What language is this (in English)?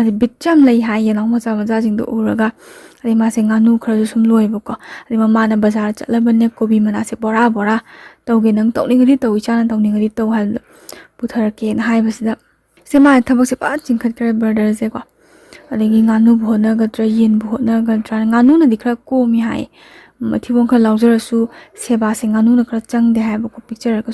Manipuri